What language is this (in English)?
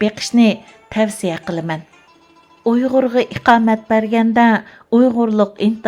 Uyghur